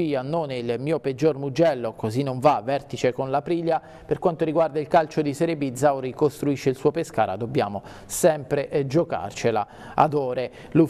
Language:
Italian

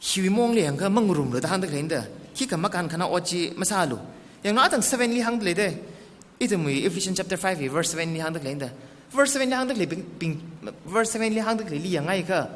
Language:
Tangkhul Naga (India)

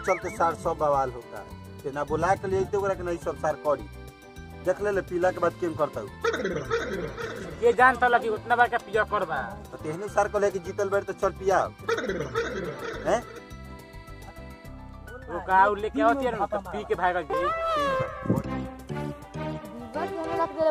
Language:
Bhojpuri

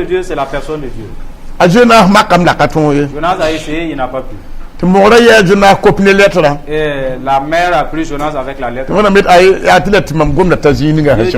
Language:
Mossi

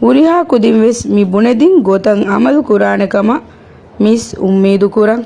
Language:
Divehi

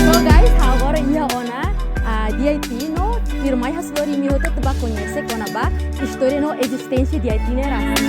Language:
Tetum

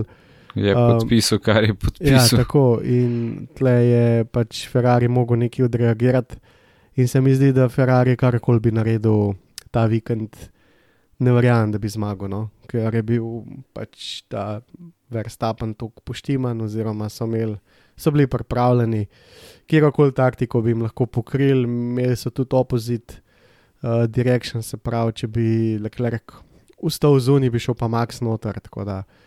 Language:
Slovenian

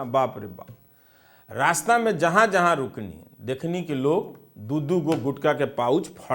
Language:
Bhojpuri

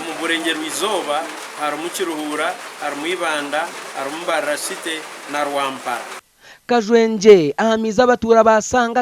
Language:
Nyankole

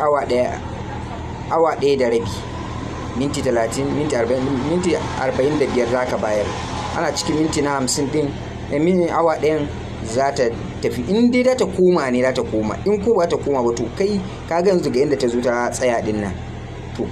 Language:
Hausa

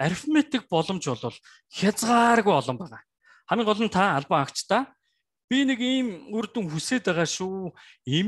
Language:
Mongolian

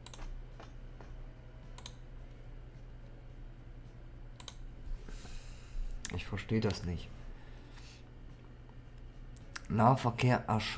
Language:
German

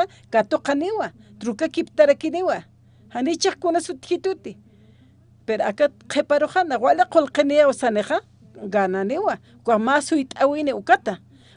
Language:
Aymara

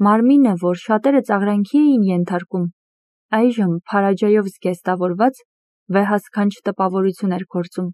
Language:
Armenian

